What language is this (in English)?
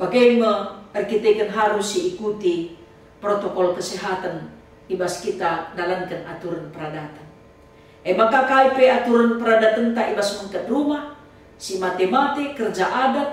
Batak Karo